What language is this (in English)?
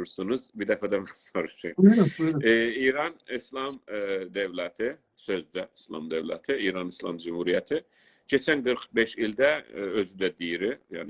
South Azerbaijani